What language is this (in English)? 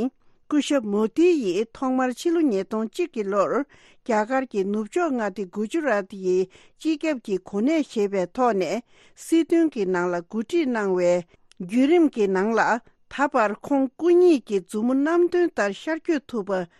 Tibetan